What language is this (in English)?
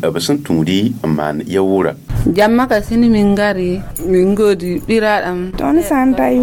Mossi